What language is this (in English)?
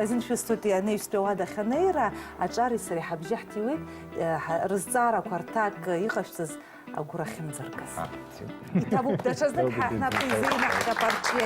Abkhazian